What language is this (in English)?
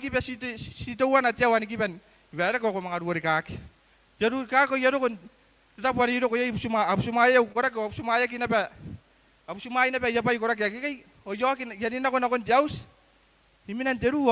Gilbertese